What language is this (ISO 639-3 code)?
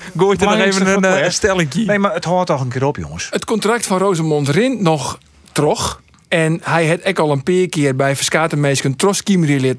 fry